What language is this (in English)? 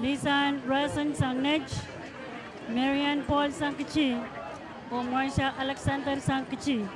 Pohnpeian